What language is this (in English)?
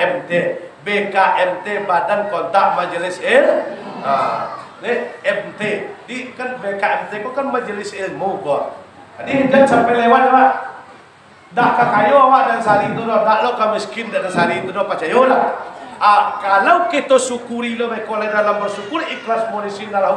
Minangkabau